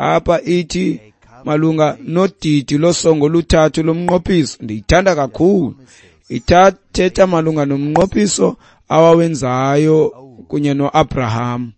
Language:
Xhosa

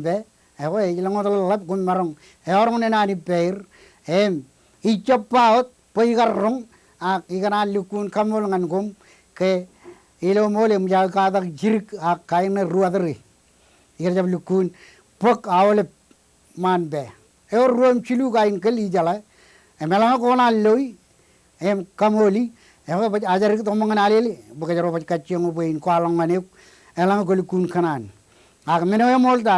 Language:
Marshallese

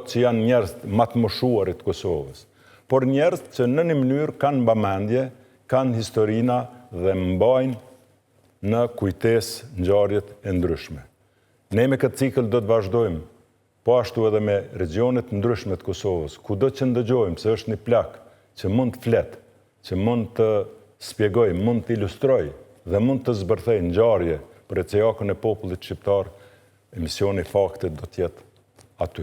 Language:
Albanian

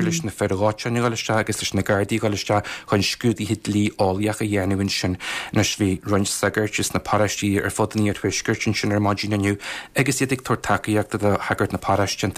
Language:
Irish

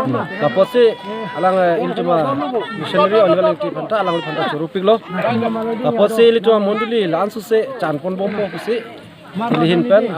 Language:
Karbi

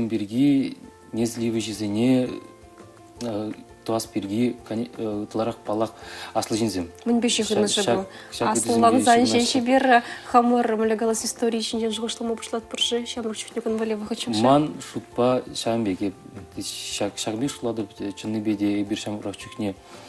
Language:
Chuvash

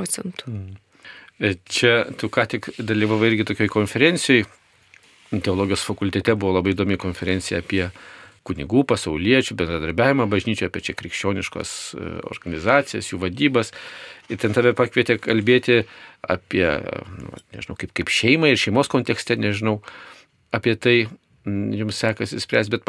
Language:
Lithuanian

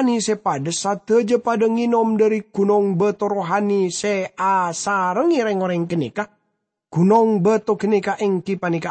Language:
Madurese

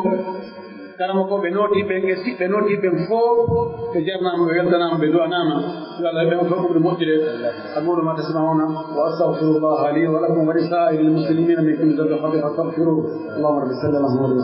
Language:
Pular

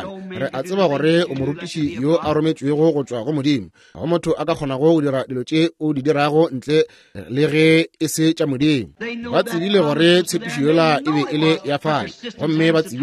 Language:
Northern Sotho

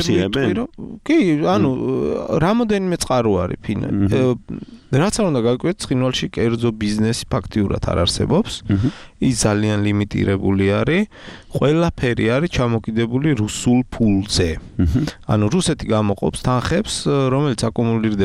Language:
Georgian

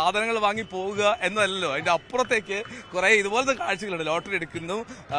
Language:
Malayalam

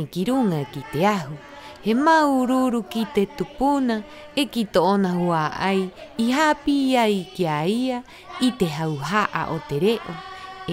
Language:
Rapanui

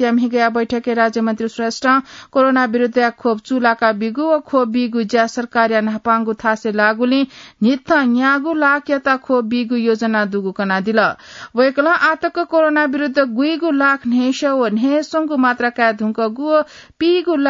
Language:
Newari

